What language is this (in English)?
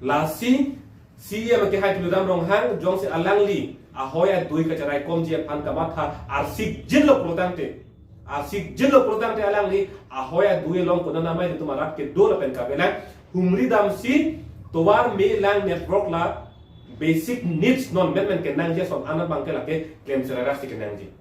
Karbi